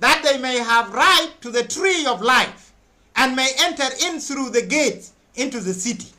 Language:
Nuer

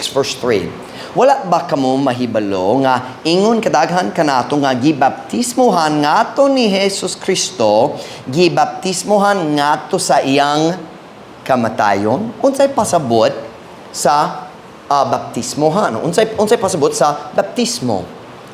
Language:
Cebuano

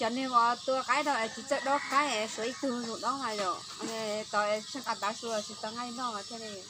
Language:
Hmong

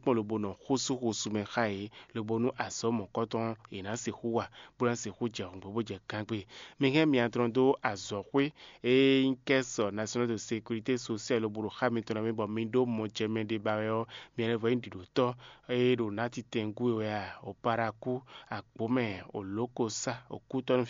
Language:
Fon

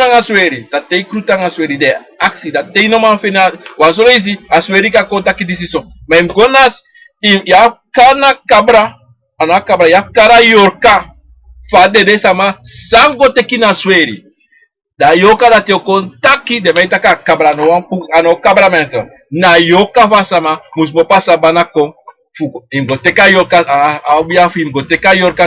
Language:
Sranan Tongo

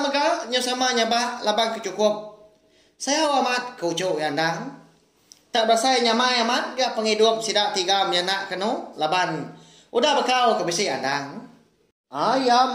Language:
Iban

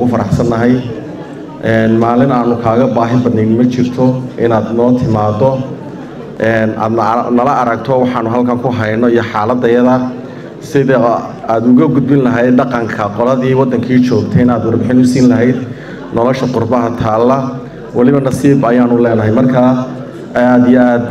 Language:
Somali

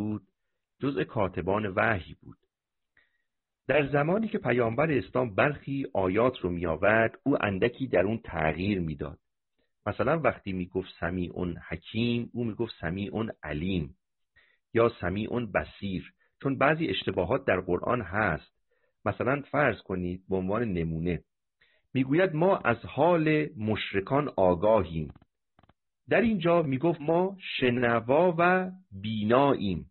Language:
Persian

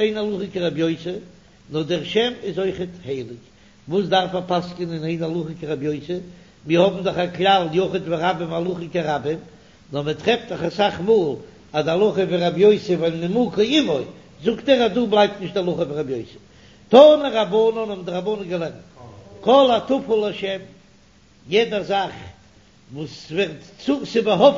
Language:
Yiddish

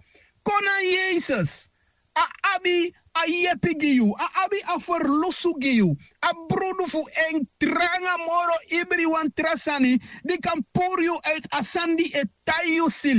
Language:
Sranan Tongo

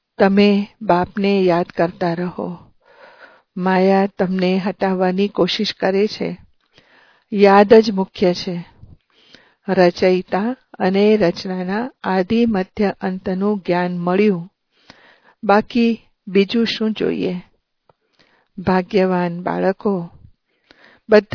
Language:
Gujarati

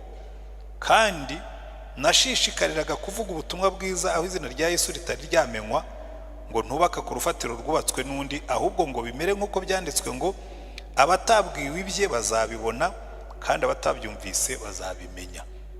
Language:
Kinyarwanda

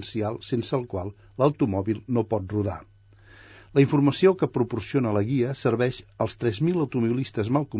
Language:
Catalan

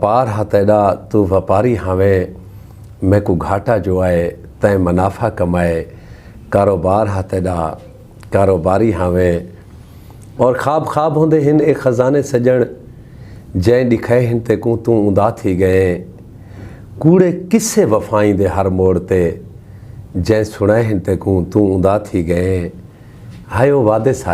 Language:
Saraiki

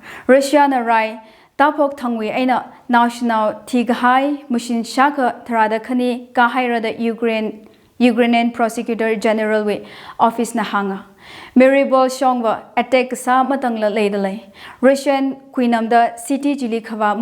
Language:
Tangkhul Naga (India)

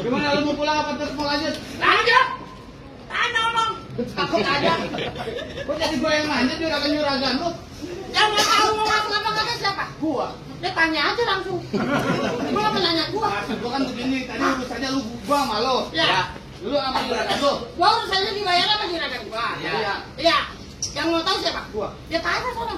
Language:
Betawi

